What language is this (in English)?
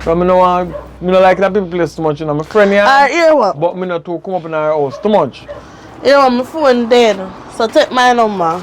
Jamaican Creole English